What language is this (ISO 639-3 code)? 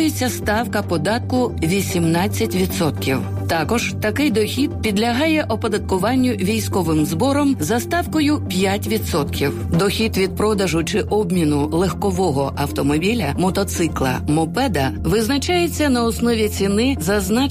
ukr